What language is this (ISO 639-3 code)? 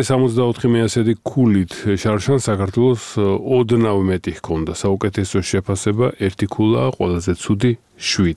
kat